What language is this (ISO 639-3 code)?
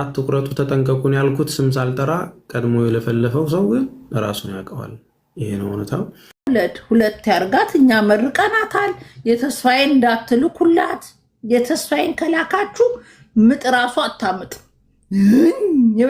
amh